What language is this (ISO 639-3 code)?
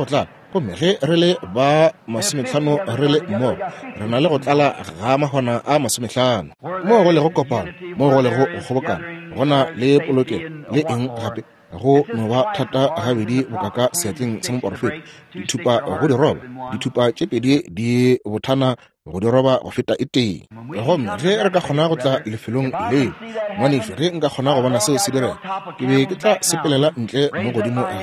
nso